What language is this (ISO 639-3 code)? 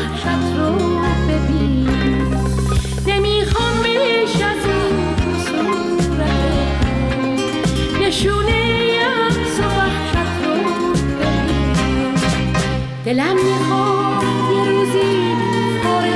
fas